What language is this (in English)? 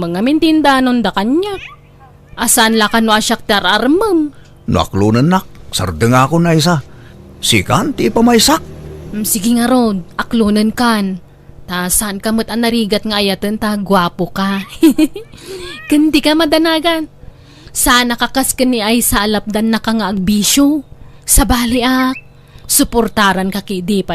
Iloko